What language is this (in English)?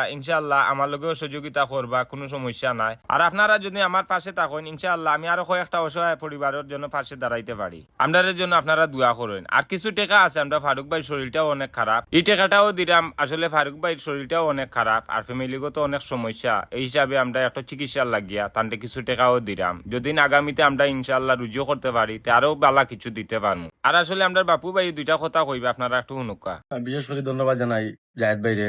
Sylheti